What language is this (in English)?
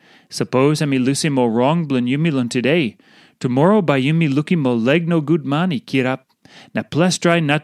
Tok Pisin